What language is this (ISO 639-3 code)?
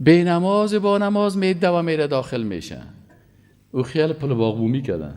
fas